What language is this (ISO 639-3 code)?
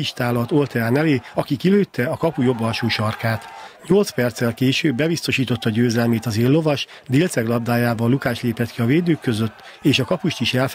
hun